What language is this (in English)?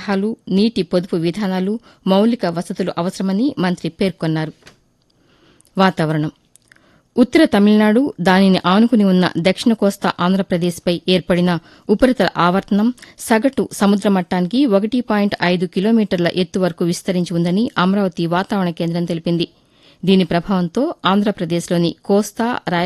Telugu